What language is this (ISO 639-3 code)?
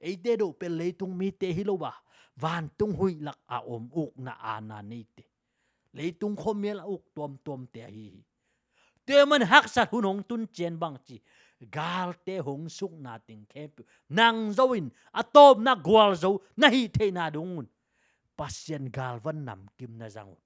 ctd